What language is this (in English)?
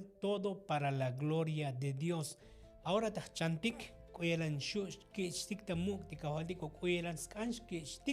Tzotzil